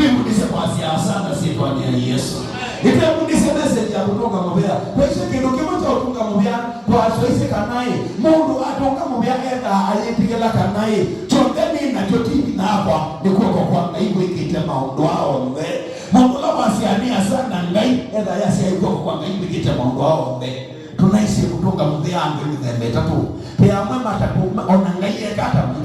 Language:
Kamba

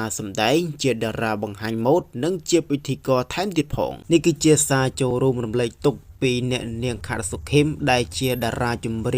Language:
Khmer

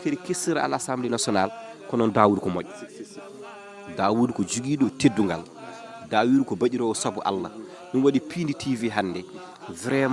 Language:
Fula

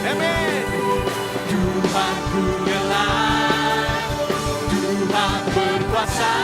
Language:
Iban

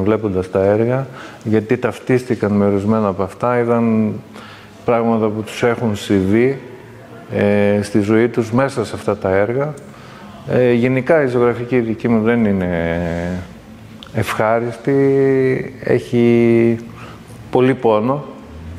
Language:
Greek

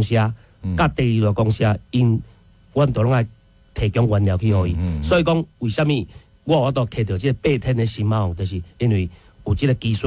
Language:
Min Nan Chinese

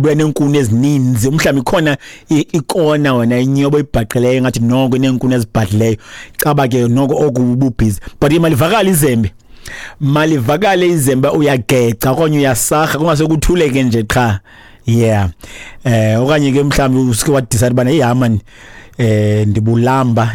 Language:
Xhosa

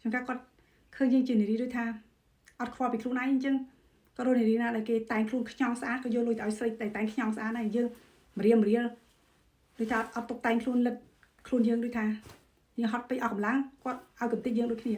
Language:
Khmer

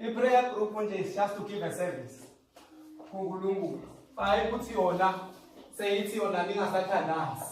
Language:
Zulu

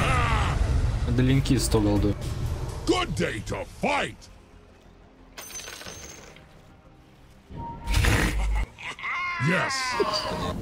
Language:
Russian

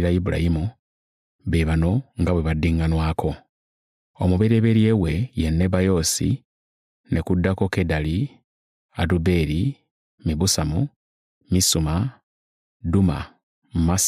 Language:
Ganda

